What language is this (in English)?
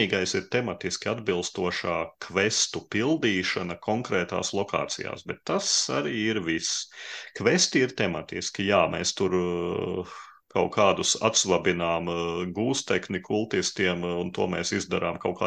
Latvian